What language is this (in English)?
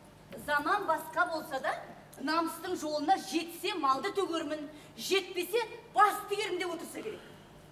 Kazakh